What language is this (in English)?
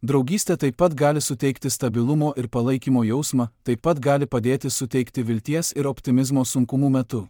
Lithuanian